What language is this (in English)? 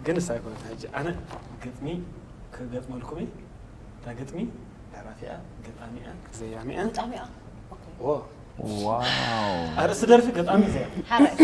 Tigrinya